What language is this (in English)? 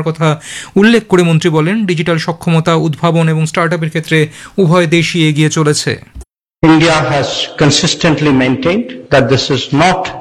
Bangla